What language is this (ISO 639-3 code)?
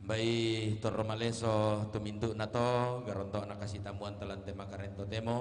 sda